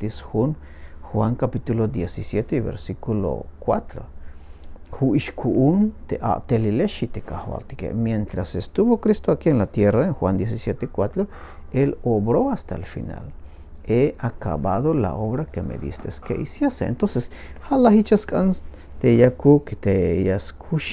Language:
Tzeltal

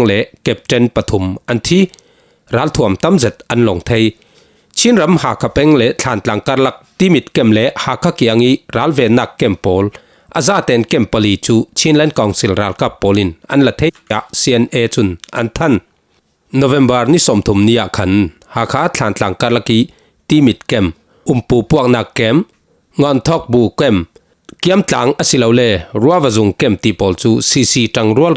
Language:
Falam Chin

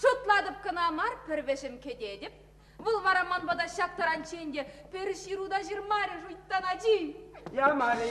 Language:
Chuvash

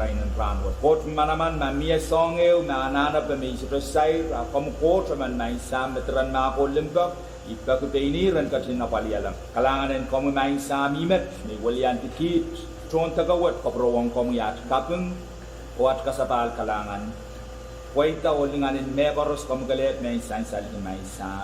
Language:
Pohnpeian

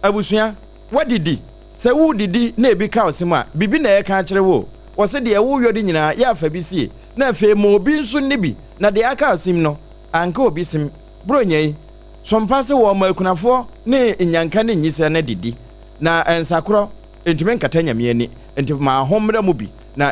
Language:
Akan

